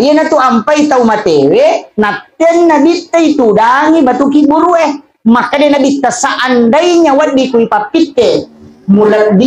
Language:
Buginese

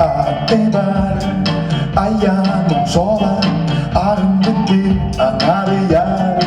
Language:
Yakut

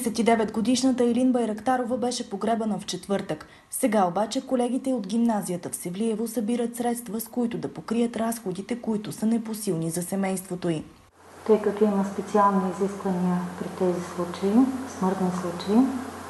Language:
Bulgarian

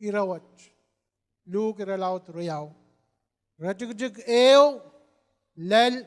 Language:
Pohnpeian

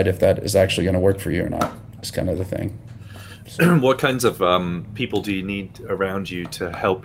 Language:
English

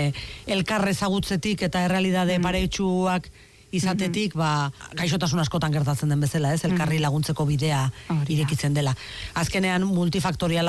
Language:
Basque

